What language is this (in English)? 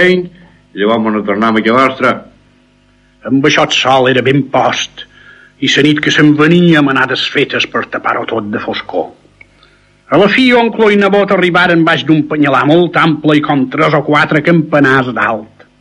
Catalan